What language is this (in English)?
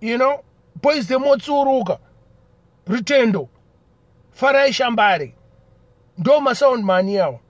Shona